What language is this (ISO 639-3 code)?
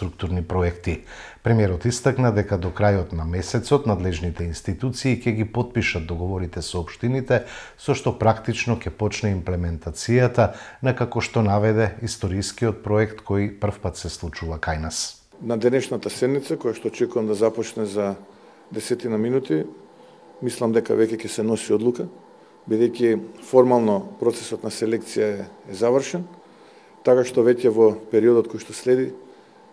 mkd